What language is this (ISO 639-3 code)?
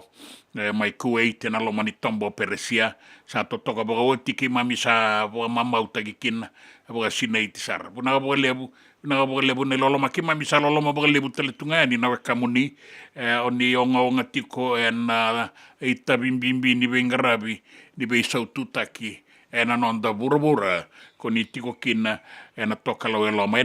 fij